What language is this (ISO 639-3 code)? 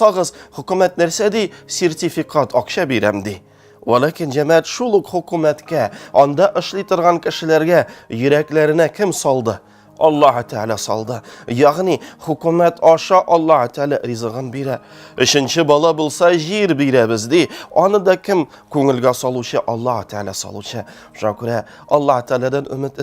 tat